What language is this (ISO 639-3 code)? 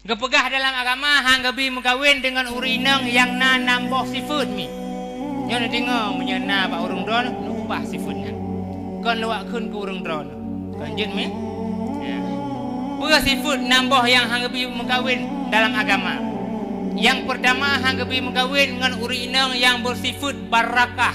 ace